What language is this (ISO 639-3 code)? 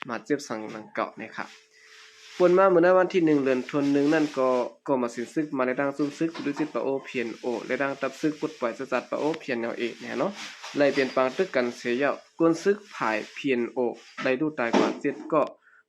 shn